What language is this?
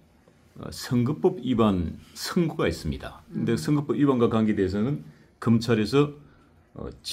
Korean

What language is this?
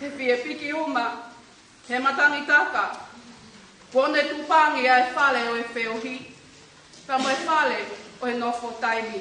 Tongan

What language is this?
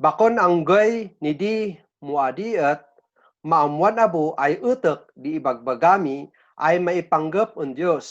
Kankanaey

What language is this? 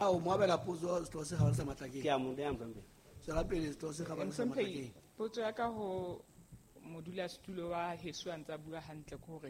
Southern Sotho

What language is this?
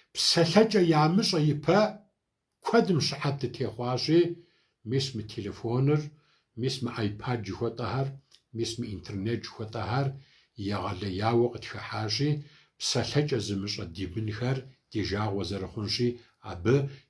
Kabardian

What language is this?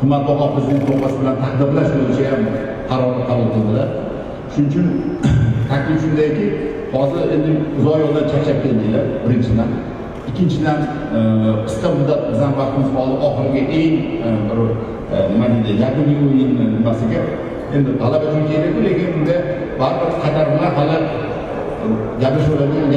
Uzbek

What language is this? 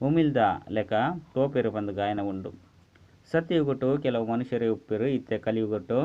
Tulu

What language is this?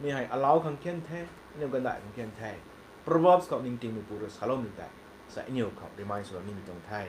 Rongmei Naga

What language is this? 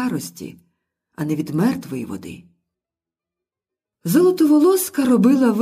Ukrainian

